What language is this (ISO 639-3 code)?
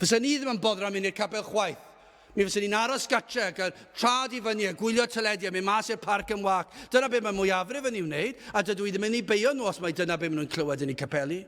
cym